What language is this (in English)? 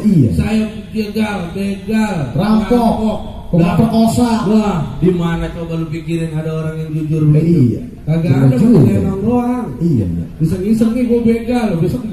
Betawi